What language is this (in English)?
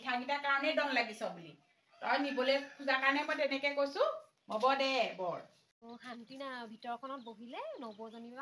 Assamese